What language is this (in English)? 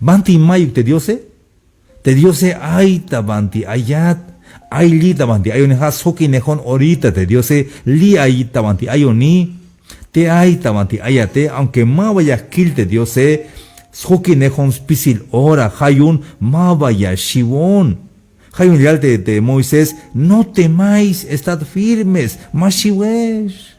Tzeltal